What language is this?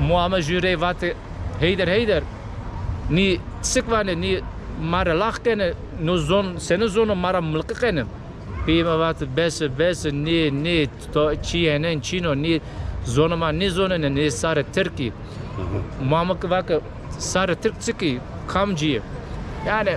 Zaza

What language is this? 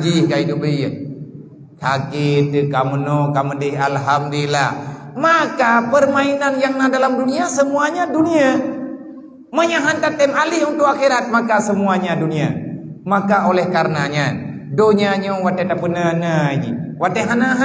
Achinese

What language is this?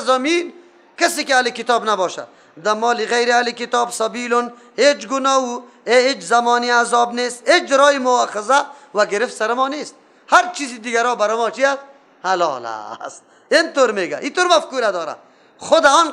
Persian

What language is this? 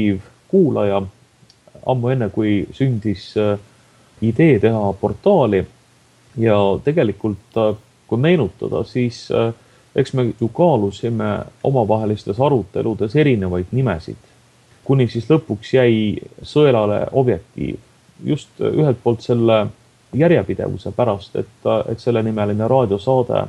Estonian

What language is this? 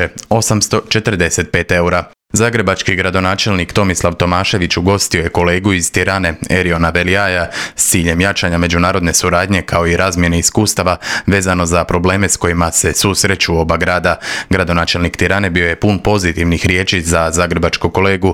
Croatian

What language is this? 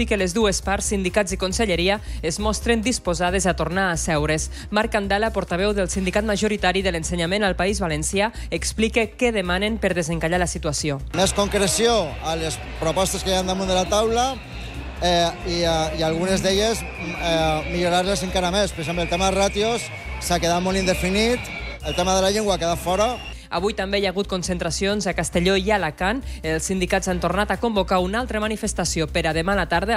Catalan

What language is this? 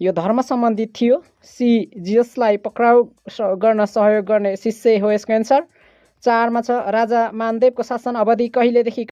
Nepali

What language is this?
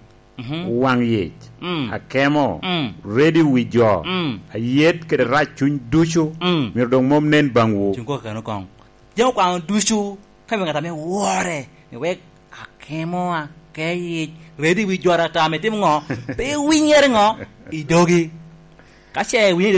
Lango (Uganda)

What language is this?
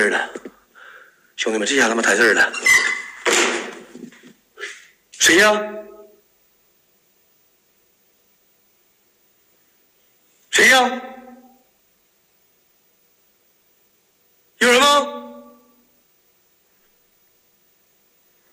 Chinese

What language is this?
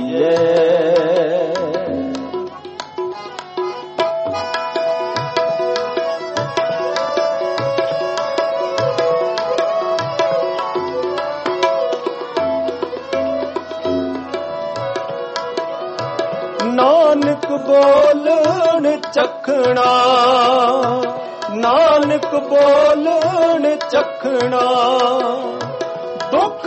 Punjabi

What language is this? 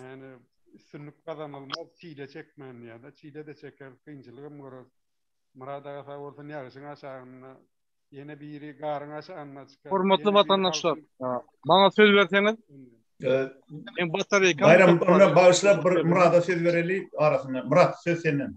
Turkmen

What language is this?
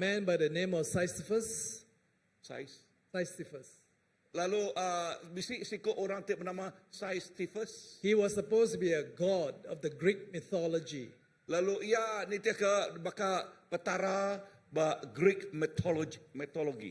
Iban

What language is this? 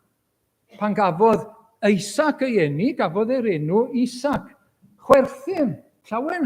Welsh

